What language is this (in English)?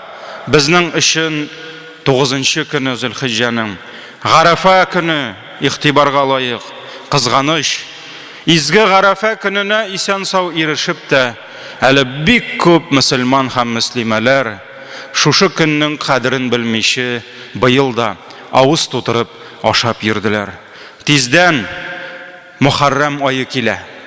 Tatar